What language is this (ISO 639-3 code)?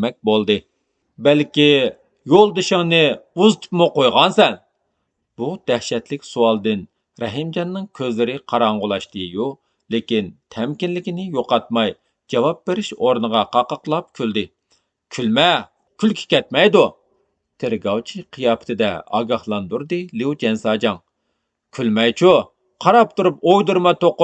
uig